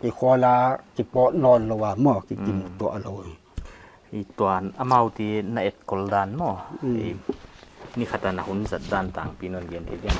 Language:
Paite Chin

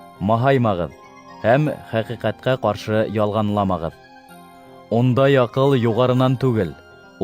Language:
Bashkir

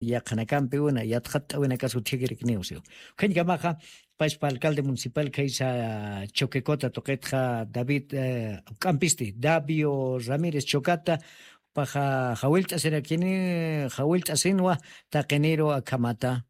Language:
Aymara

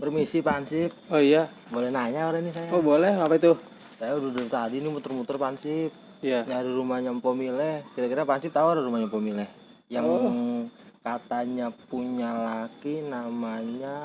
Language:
Betawi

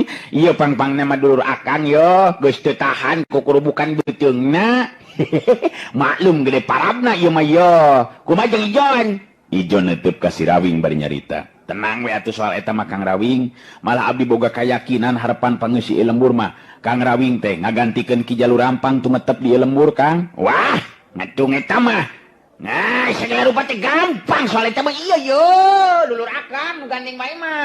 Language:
Sundanese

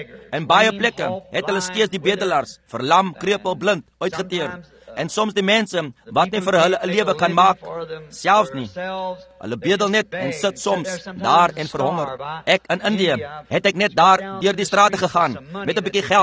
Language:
Afrikaans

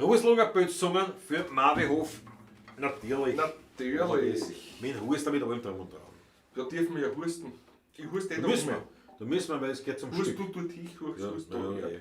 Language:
Bavarian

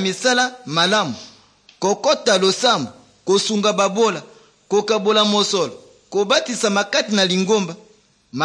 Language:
Lingala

